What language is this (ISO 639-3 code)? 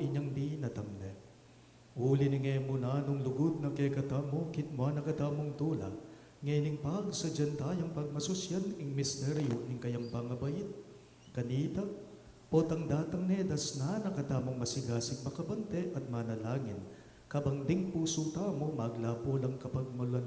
pam